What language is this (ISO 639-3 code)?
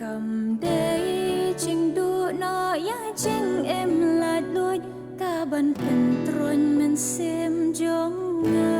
kha